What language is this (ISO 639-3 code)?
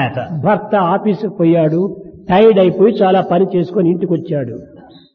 tel